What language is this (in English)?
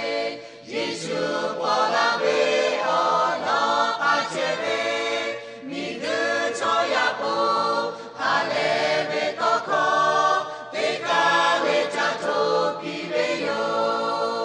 Lahu